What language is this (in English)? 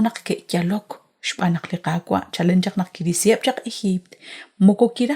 Kekchí